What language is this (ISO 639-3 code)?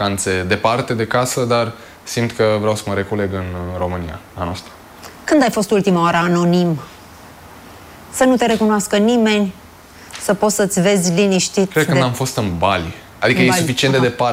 ron